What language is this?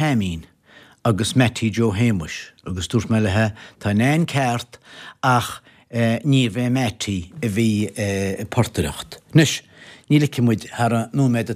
Irish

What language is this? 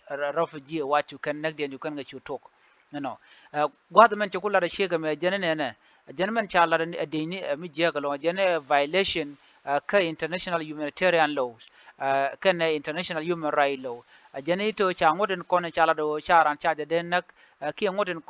Nuer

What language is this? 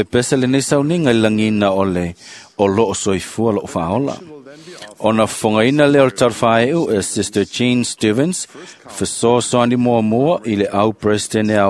Samoan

